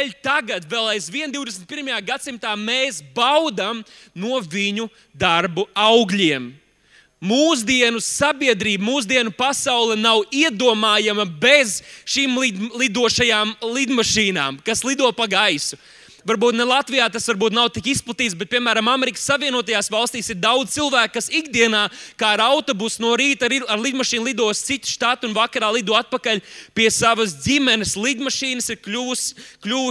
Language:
Latvian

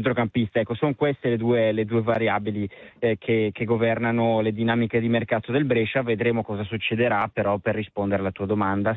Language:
Italian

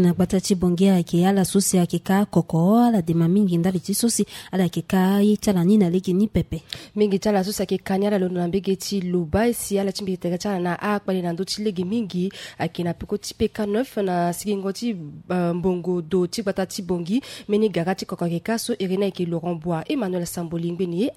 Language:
Sango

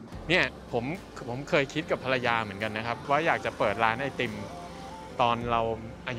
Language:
Thai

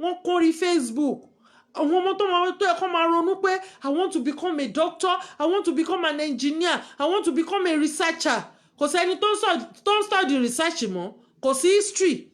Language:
Yoruba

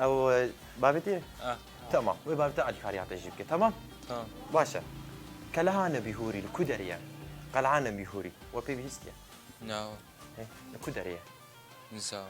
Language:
Kurdish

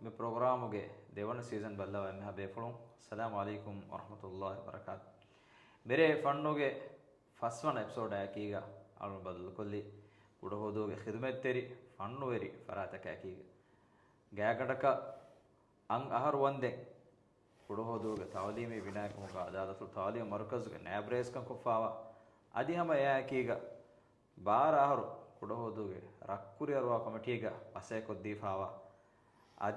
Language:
Divehi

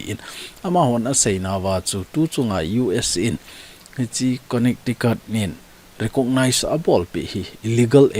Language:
Thado Chin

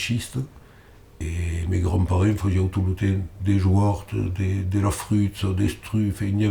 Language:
Occitan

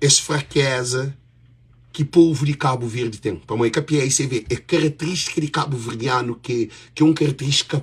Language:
Kabuverdianu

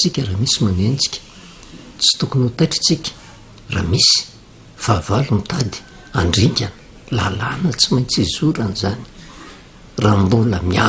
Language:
Malagasy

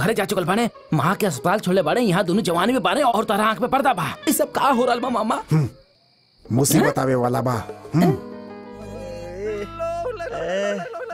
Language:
Bhojpuri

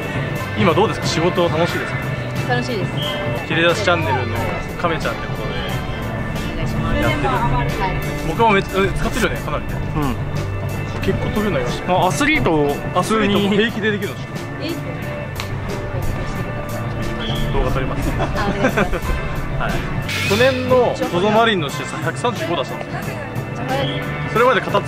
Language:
Japanese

